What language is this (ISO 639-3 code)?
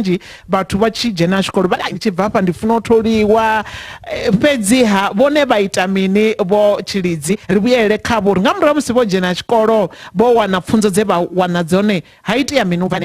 ven